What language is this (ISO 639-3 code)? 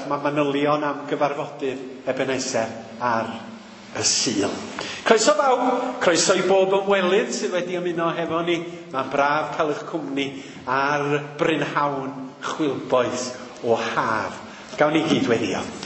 cym